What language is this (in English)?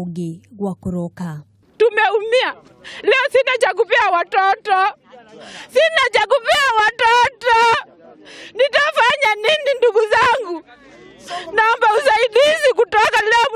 Kikuyu